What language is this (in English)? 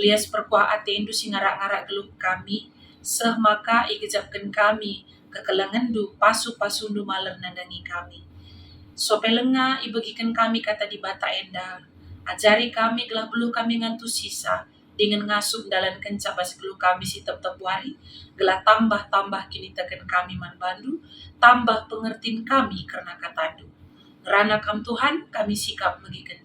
Batak Karo